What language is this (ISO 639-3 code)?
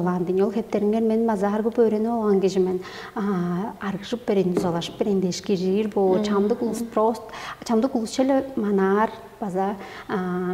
tyv